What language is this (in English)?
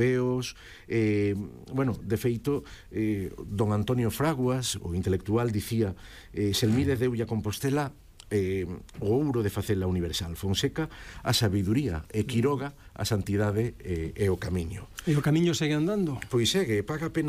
Galician